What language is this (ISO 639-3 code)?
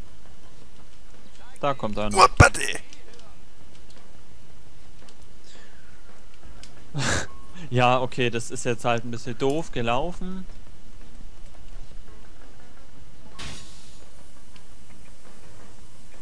deu